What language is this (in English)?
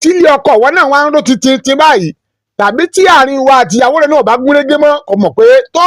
Yoruba